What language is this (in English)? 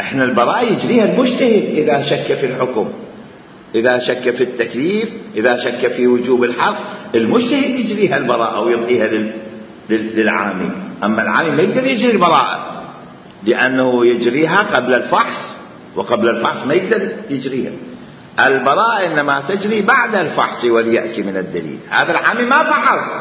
Mesopotamian Arabic